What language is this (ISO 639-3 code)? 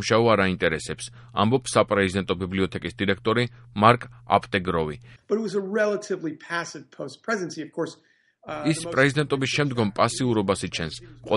kat